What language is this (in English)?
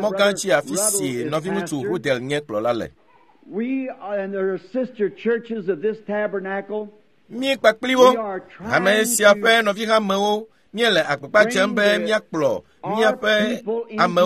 Ewe